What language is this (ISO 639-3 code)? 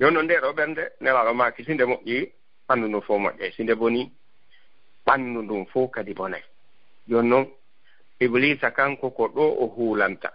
ful